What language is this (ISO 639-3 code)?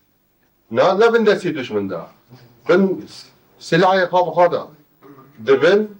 kur